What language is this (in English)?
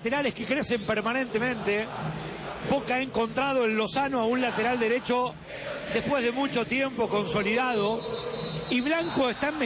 Spanish